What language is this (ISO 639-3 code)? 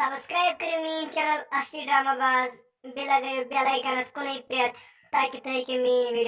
kas